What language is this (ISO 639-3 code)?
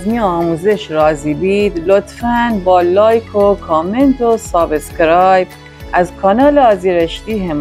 glk